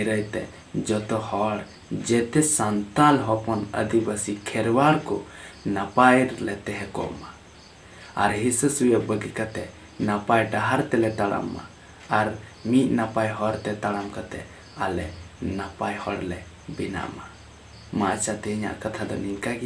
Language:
Santali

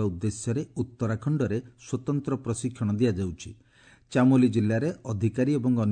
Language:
Odia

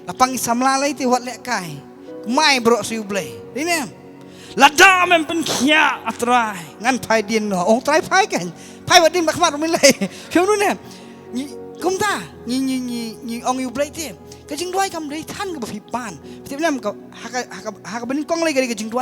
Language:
Khasi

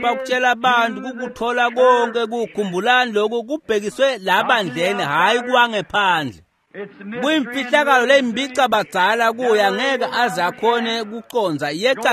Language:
Swati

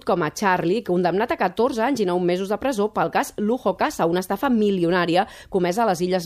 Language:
Catalan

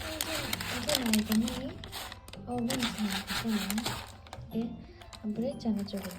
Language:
Kok Borok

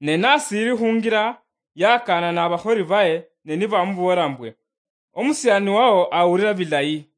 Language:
Luyia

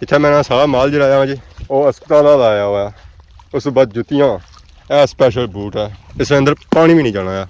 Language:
Pahari-Potwari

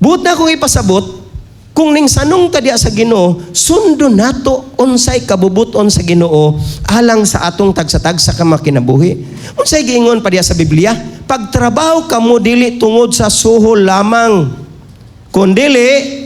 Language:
Cebuano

